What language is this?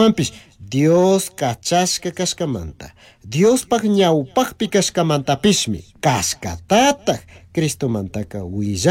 Chimborazo Highland Quichua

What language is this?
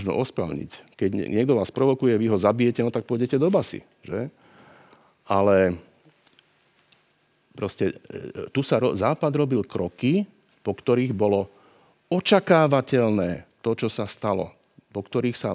Slovak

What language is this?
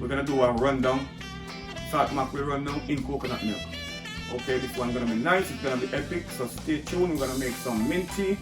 Jamaican Creole English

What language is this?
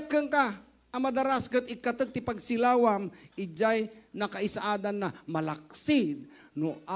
Iloko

